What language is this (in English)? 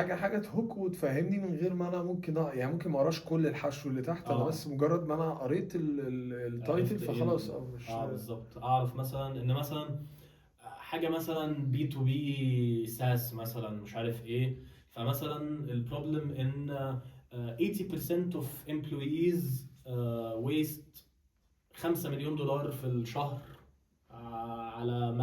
Egyptian Arabic